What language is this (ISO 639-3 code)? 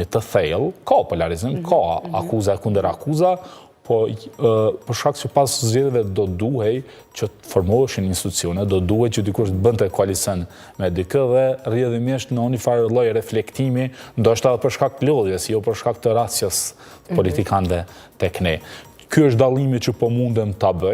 sqi